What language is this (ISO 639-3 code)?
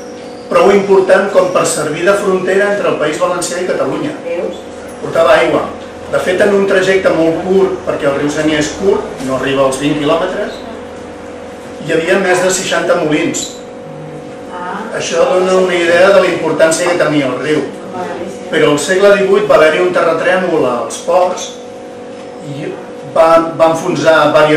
cat